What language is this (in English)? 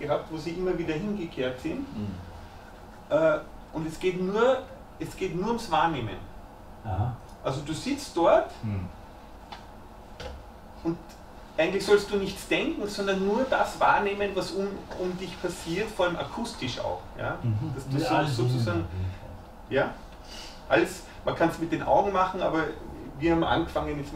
German